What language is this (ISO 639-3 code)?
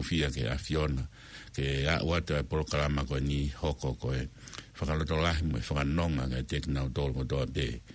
ton